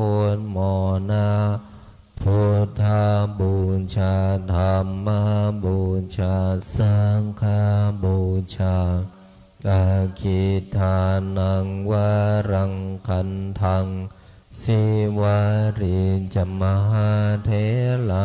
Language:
Pali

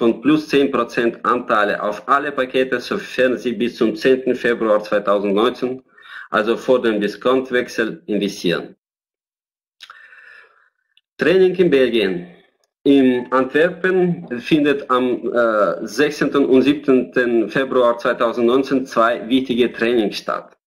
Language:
German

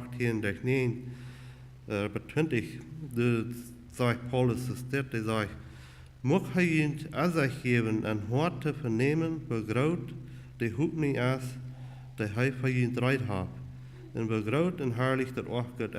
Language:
Plautdietsch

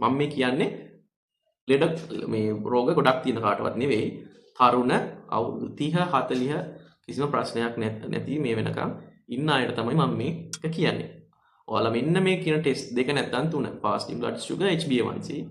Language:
Sinhala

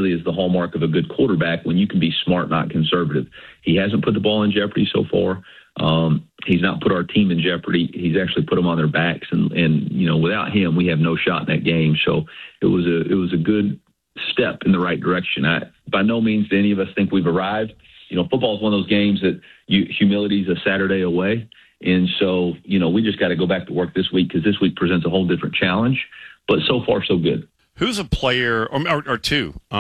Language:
English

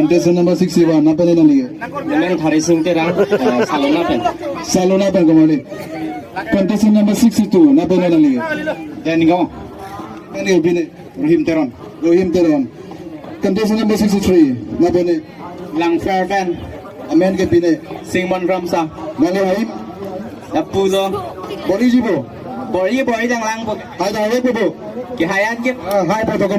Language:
Karbi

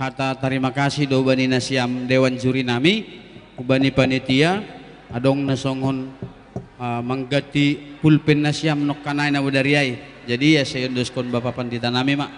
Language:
Batak Simalungun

